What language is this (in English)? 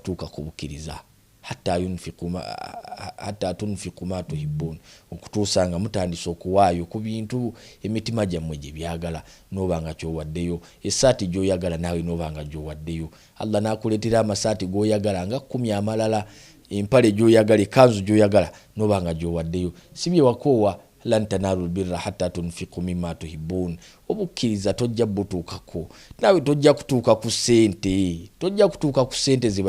Ganda